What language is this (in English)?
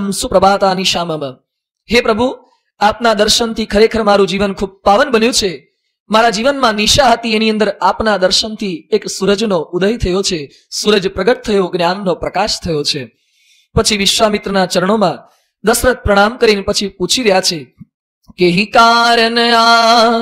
Gujarati